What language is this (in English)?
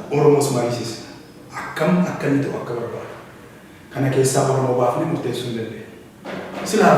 Oromo